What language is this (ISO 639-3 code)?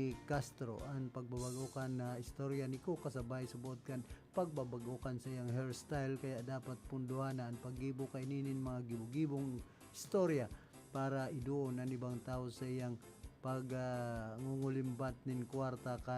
bik